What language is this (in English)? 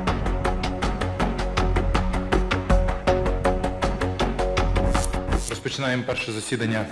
Ukrainian